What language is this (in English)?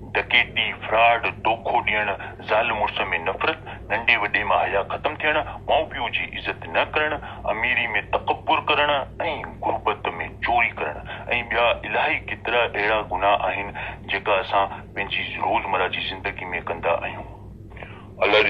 Sindhi